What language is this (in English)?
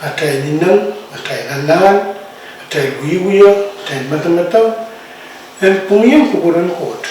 Pohnpeian